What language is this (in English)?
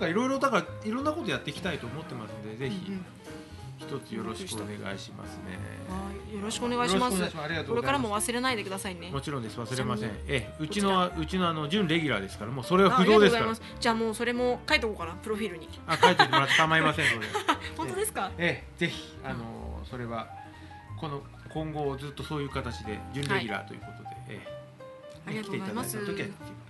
Japanese